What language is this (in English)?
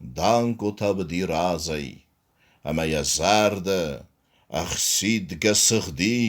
Ossetic